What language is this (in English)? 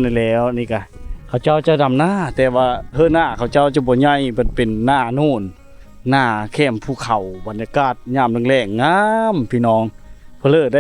Lao